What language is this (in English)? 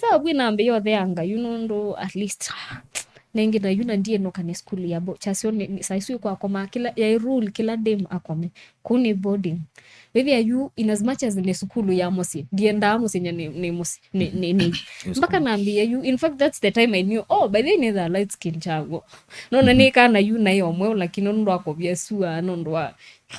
Kamba